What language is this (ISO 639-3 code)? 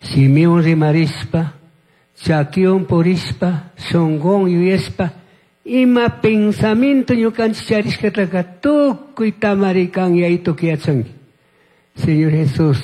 qug